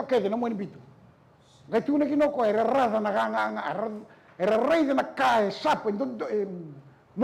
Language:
Fijian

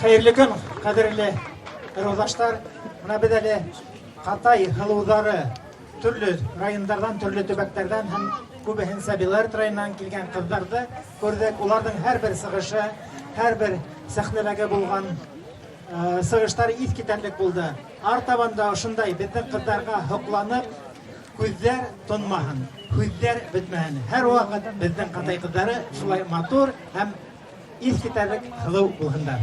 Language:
Bashkir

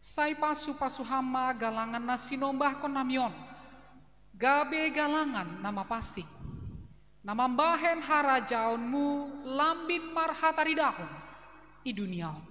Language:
Batak Simalungun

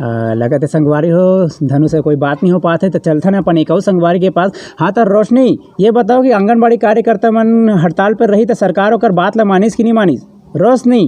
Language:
Chhattisgarhi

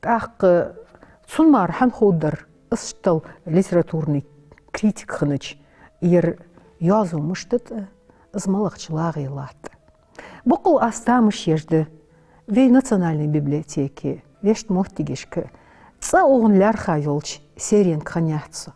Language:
Ingush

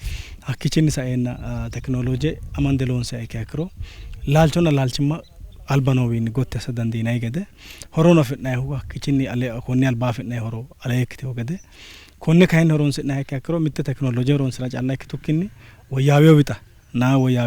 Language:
Sidamo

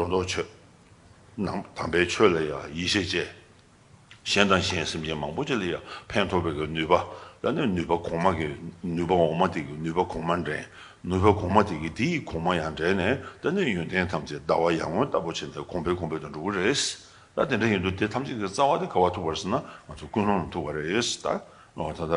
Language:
Tibetan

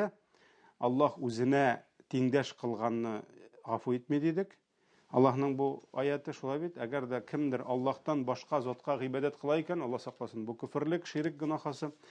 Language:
Tatar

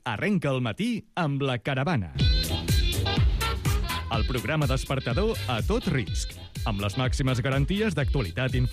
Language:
Catalan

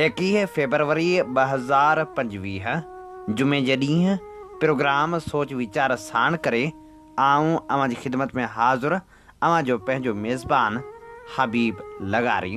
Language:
Sindhi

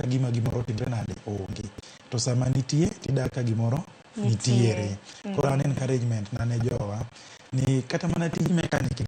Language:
Luo (Kenya and Tanzania)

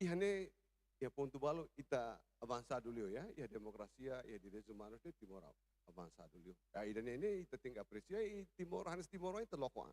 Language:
Tetum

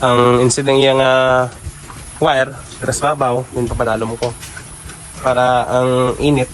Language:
Hiligaynon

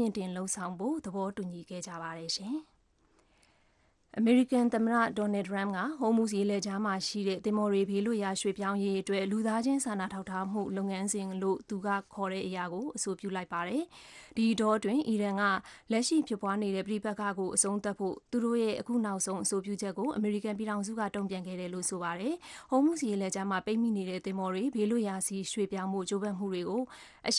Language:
Burmese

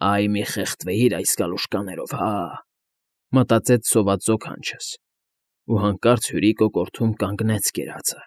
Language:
Armenian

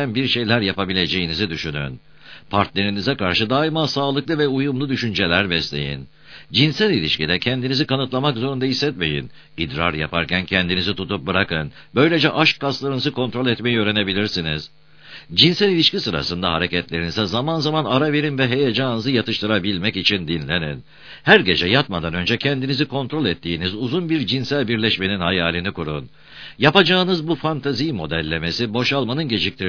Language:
Turkish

